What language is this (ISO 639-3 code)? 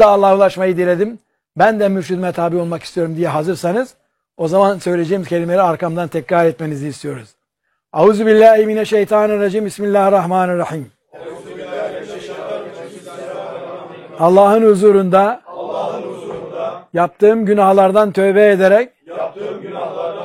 tur